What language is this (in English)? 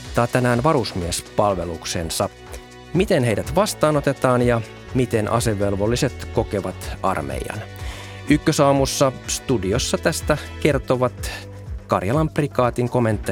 Finnish